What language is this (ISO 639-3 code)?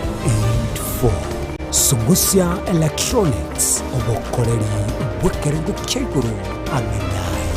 guz